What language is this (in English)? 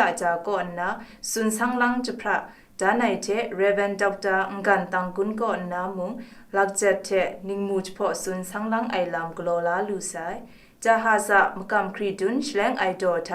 Kachin